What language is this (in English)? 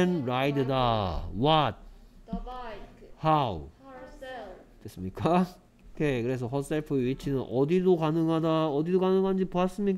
Korean